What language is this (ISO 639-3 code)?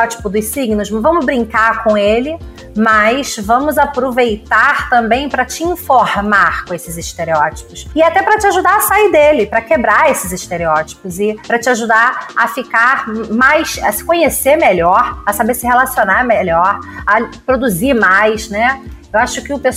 por